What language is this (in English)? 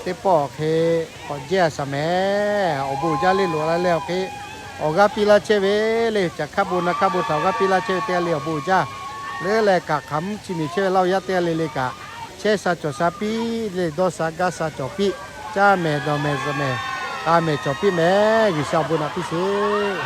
Lahu